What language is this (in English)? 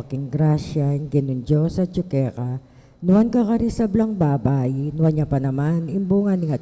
Pampanga